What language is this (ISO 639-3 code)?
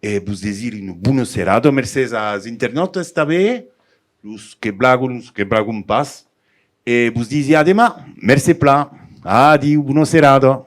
oci